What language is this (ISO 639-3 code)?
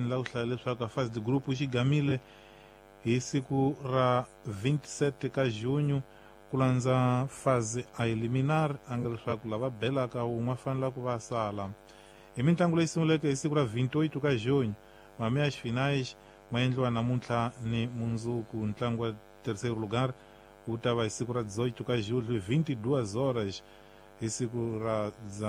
tso